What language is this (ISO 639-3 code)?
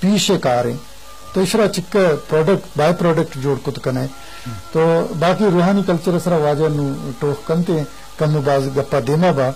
bgp